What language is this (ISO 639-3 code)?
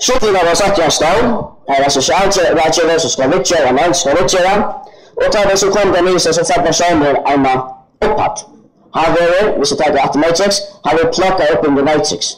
fao